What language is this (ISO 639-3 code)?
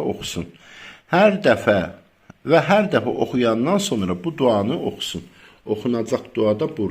aze